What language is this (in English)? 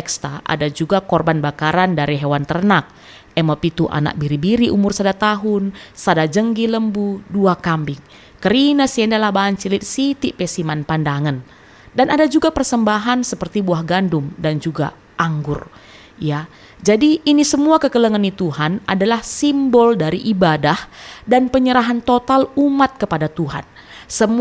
Batak Karo